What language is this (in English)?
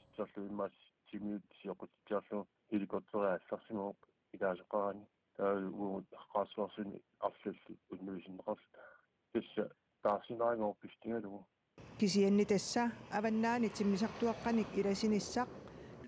Kalaallisut